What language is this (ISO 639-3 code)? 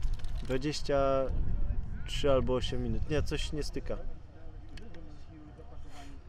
pol